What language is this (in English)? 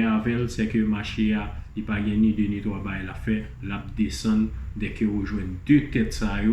Haitian Creole